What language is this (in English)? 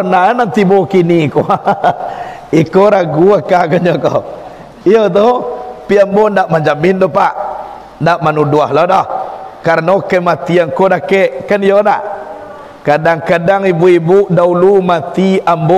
Minangkabau